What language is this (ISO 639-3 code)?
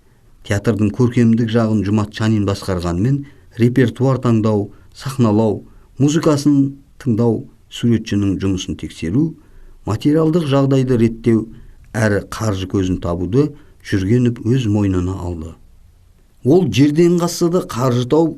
kaz